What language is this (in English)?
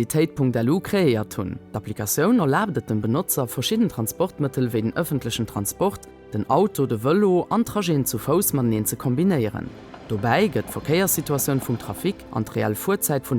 Luxembourgish